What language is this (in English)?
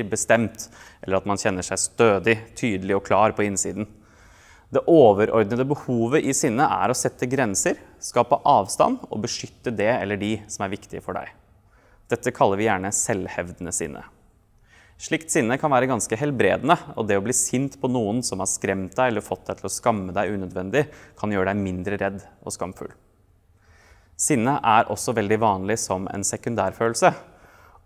Norwegian